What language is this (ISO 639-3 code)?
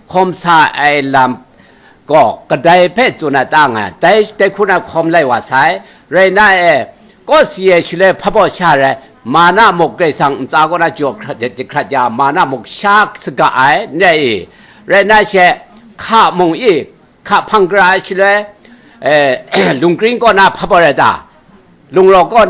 kac